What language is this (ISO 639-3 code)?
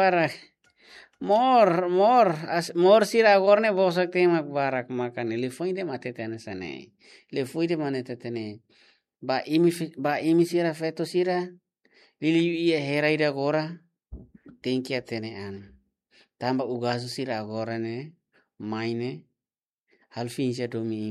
tet